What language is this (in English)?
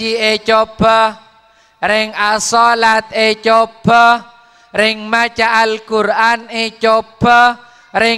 Madurese